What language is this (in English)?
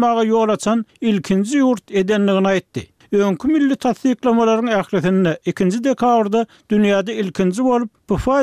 Turkmen